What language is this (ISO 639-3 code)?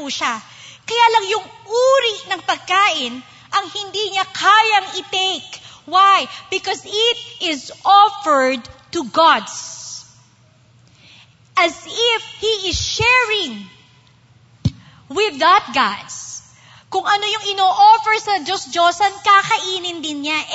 fil